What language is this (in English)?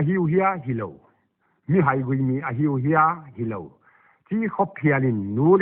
Paite Chin